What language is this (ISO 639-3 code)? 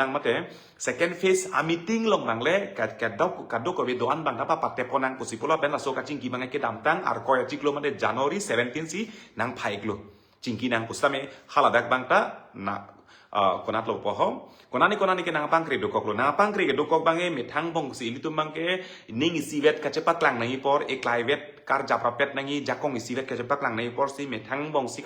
mjw